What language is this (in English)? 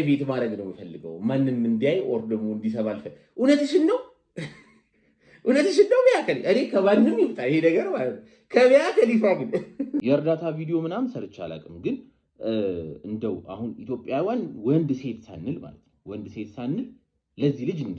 Amharic